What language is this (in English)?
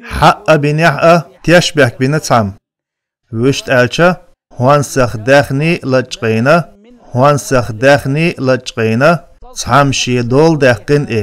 Chechen